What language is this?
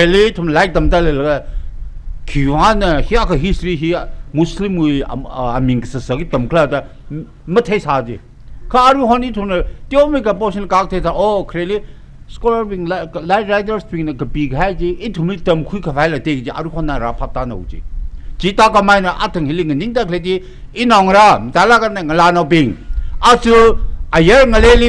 Tangkhul Naga (India)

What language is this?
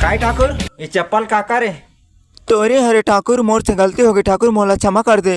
Chhattisgarhi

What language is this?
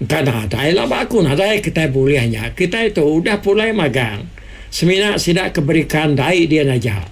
Iban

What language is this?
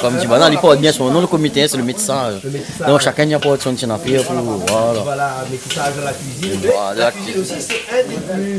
Réunion Creole French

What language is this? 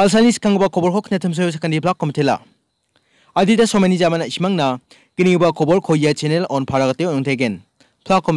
Garo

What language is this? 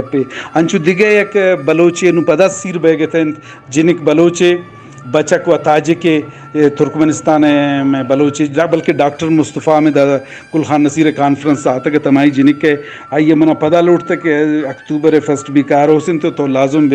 Eastern Balochi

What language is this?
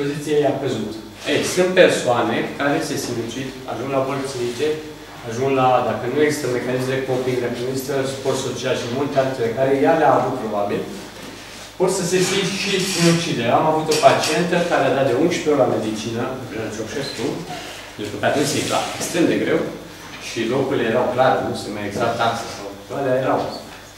Romanian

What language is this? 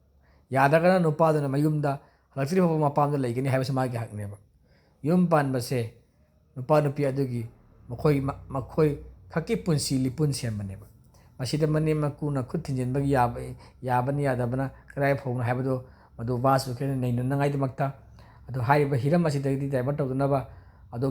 Manipuri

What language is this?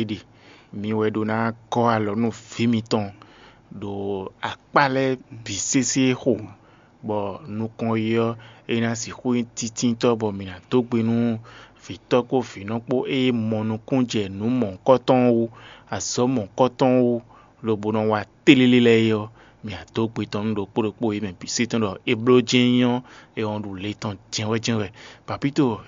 Fon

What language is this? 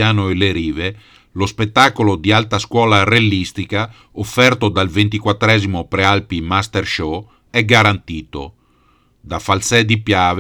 Italian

